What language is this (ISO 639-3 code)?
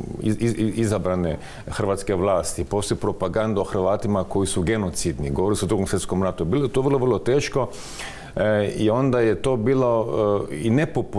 hrv